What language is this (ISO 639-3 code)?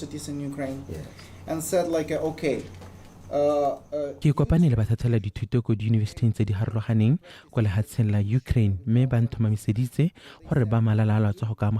tsn